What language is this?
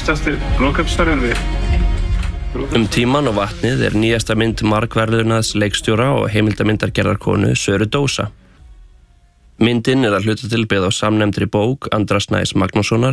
Icelandic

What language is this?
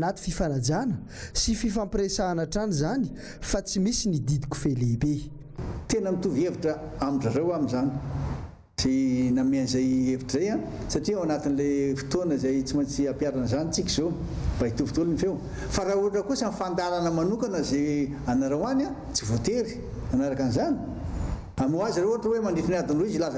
Malagasy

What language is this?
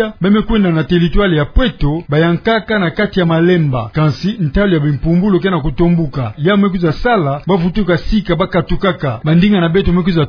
Kituba (Democratic Republic of Congo)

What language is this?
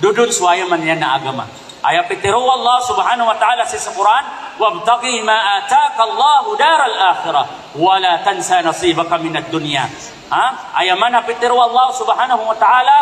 Maranao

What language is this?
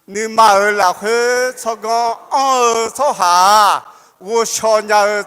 Akha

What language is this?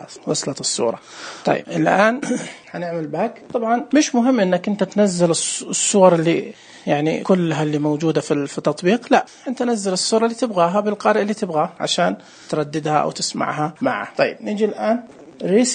Najdi Arabic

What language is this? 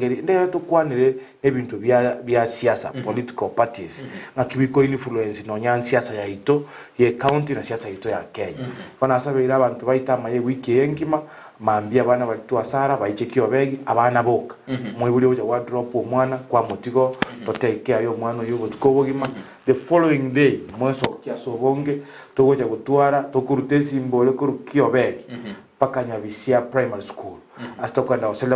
Gusii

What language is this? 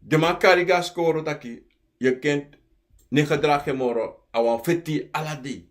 Sranan Tongo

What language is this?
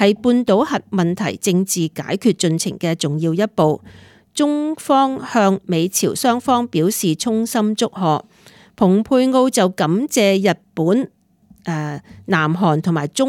Cantonese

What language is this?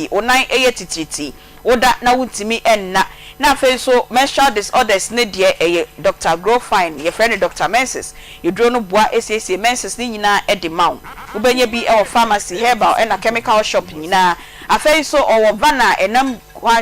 Akan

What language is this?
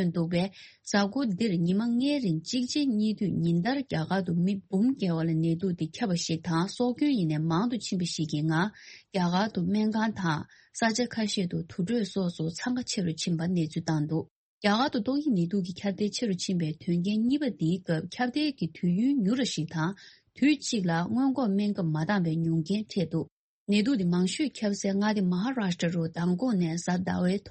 Tibetan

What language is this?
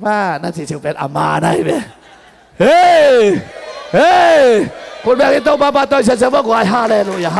Tedim Chin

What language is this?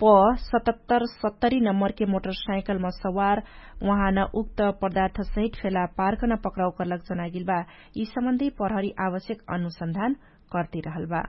Dangaura Tharu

